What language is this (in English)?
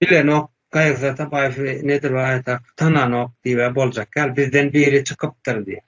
Turkmen